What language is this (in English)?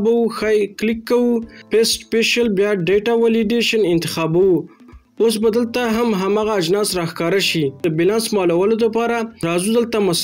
Pashto